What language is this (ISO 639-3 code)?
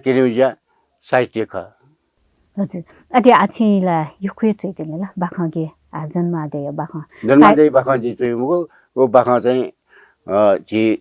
new